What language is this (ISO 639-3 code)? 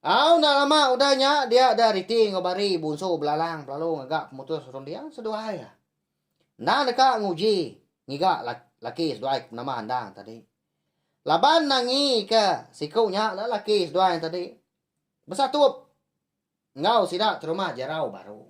iba